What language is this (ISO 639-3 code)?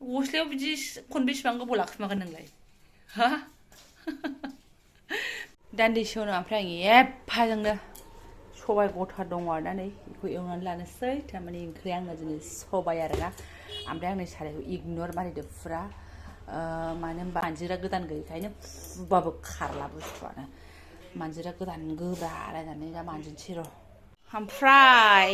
brx